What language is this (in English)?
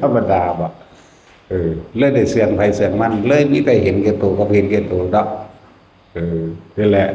Northeastern Thai